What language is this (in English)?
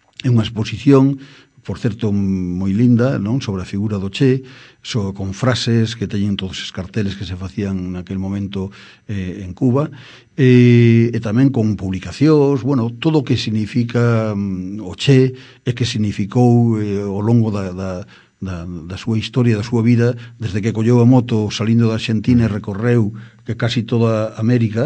Galician